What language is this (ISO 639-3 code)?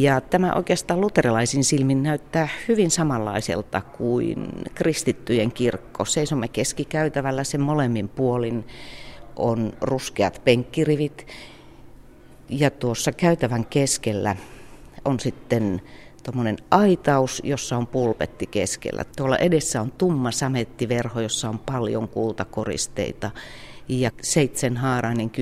fin